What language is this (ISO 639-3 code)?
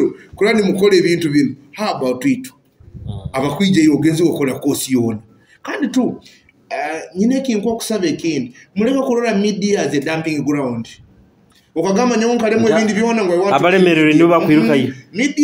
nyo